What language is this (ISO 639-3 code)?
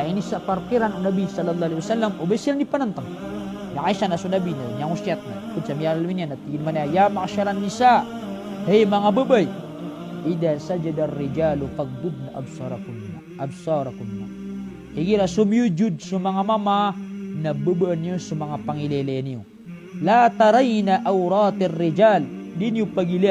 mrw